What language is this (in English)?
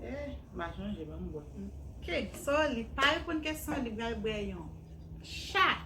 Haitian Creole